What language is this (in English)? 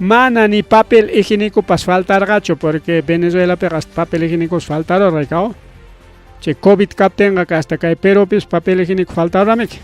Ayacucho Quechua